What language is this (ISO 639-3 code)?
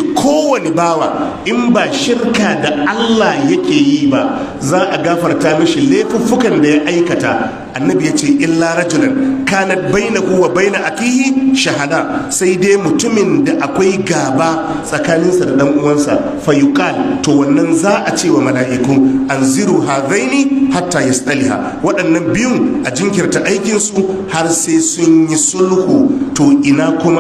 hau